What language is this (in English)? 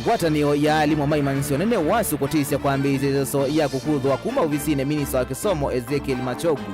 Kamba